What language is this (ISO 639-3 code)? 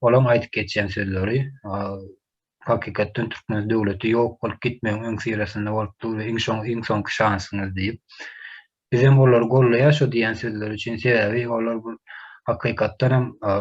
tuk